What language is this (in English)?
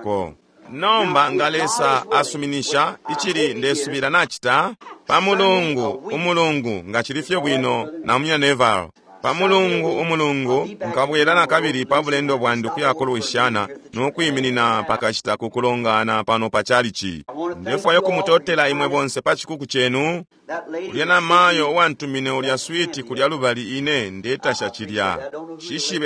Bemba